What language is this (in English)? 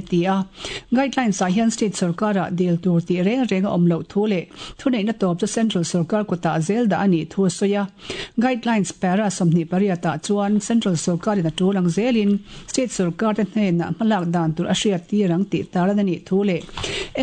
Mizo